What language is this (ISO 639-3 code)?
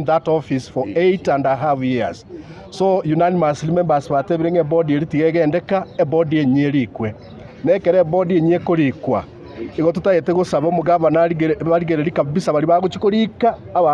guz